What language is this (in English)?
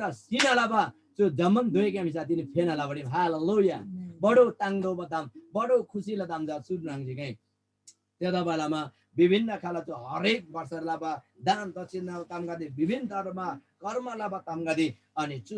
Eastern Tamang